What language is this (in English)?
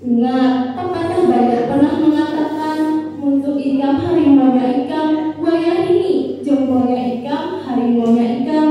Banjar